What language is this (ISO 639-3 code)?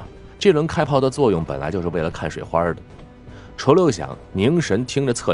zho